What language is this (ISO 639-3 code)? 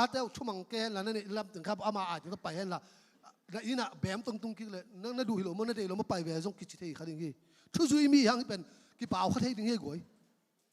ctd